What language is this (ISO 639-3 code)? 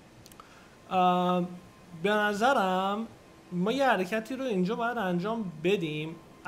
fas